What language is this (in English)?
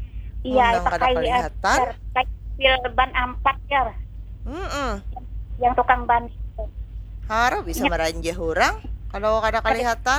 Banjar